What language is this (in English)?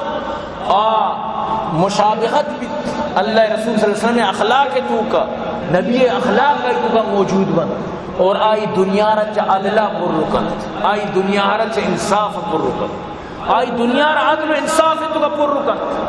Baluchi